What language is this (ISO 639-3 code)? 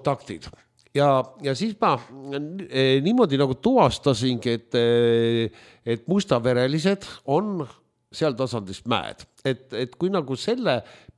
est